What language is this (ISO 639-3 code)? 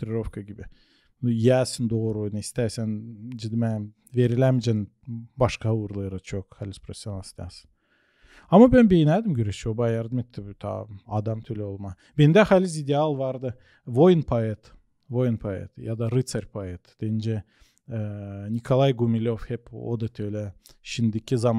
gag